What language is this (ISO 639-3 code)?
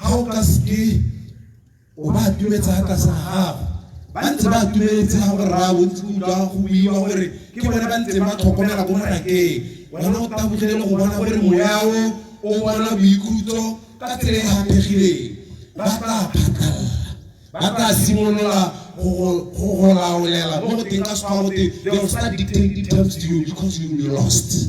tsn